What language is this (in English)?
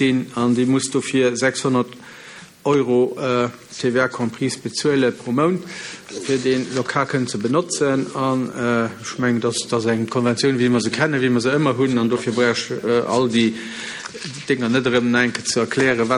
Luxembourgish